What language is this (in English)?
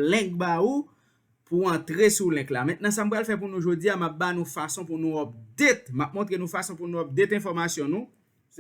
Haitian Creole